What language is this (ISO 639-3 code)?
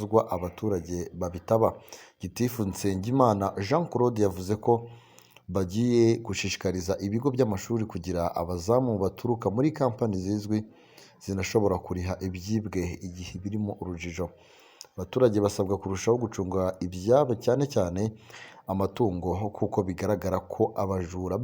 kin